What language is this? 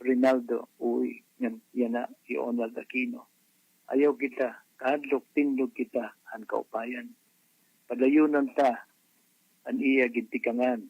Waray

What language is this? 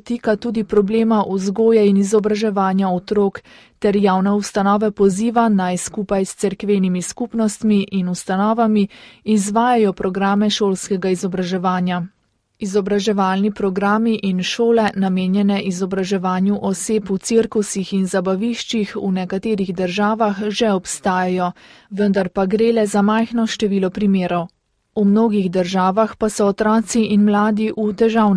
Slovenian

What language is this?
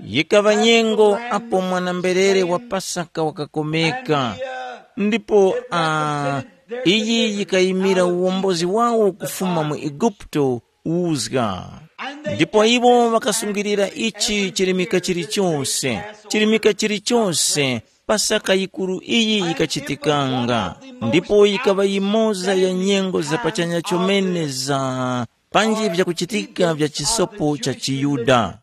Tumbuka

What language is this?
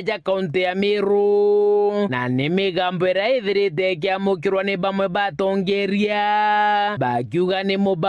Meru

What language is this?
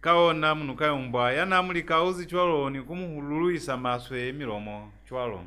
Lozi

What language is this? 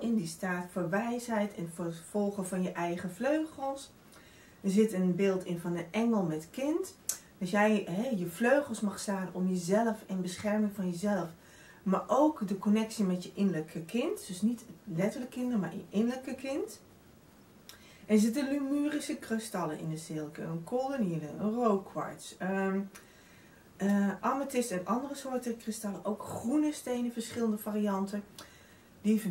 Dutch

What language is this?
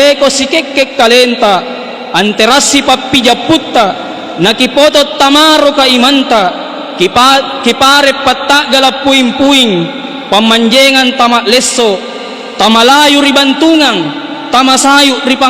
Makasar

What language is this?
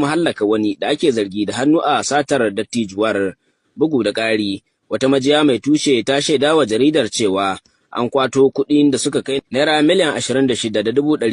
Hausa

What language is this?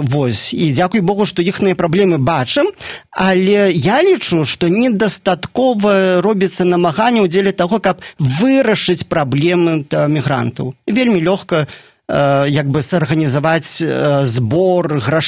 Belarusian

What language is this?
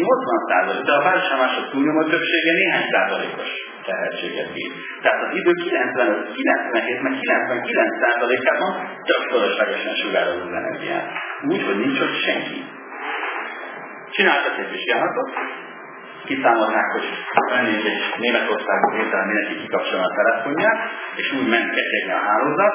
Hungarian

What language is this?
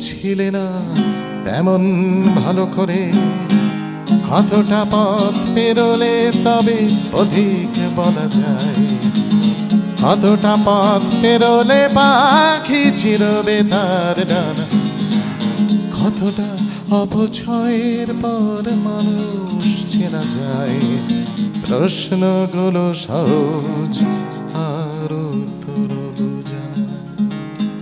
Bangla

